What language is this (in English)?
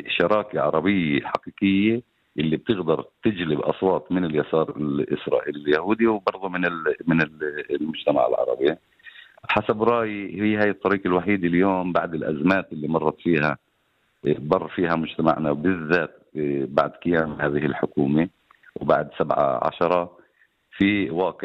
North Levantine Arabic